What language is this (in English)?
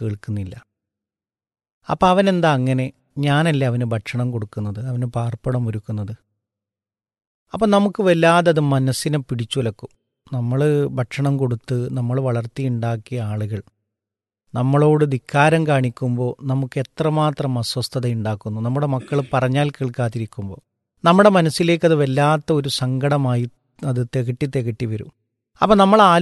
Malayalam